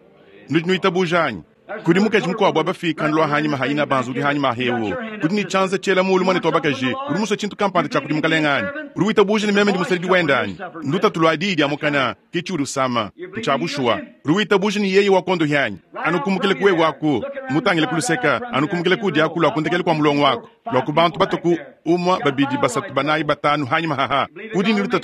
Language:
Luba-Lulua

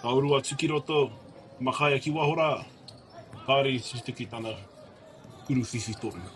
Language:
Māori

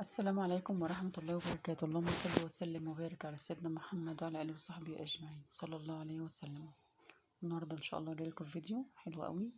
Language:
Egyptian Arabic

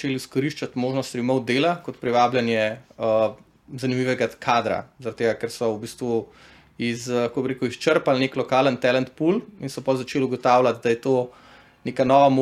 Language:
Slovenian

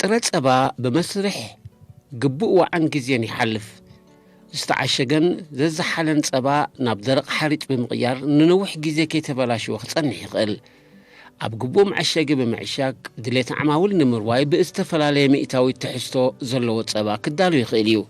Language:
Tigrinya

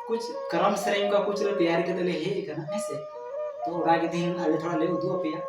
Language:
Santali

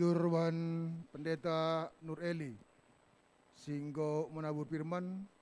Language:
Batak Karo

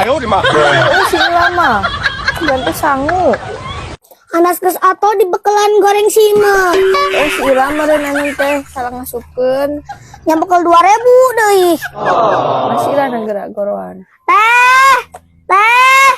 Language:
Sundanese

